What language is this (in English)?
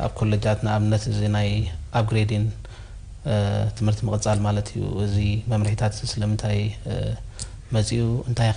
Tigrinya